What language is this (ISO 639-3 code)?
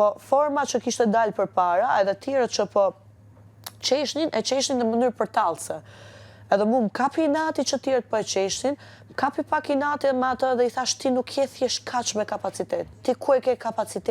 sqi